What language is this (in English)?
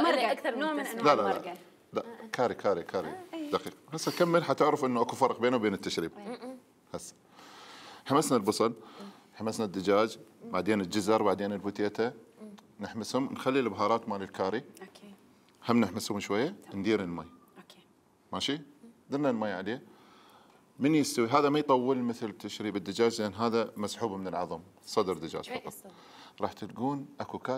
Mesopotamian Arabic